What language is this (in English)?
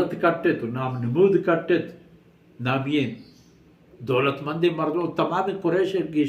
Baluchi